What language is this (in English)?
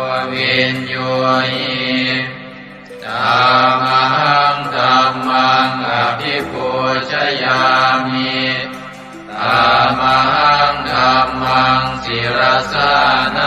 Pali